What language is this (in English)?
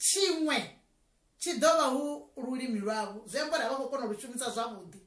Venda